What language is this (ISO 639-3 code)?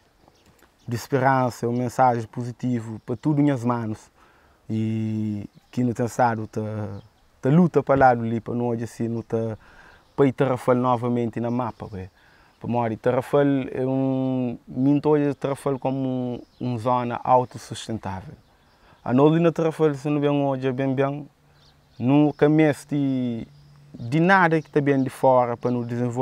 kea